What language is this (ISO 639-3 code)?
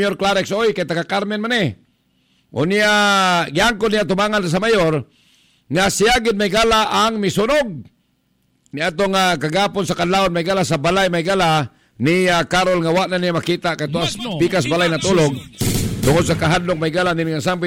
ceb